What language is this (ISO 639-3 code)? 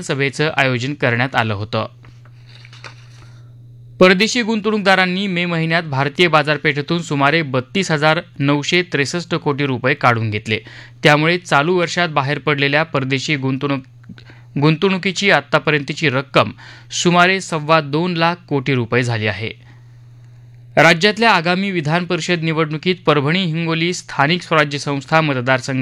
mar